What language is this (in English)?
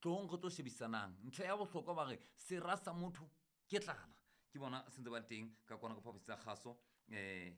Southern Sotho